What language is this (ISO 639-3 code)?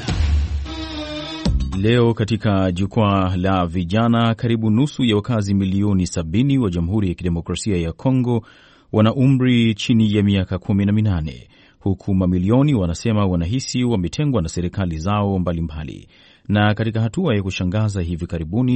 swa